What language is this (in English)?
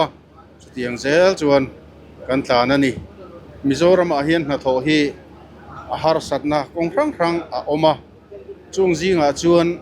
Mizo